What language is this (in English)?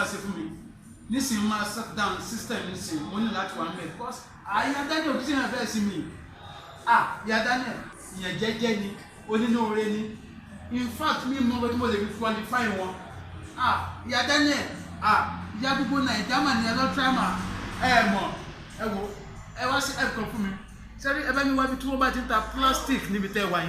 Yoruba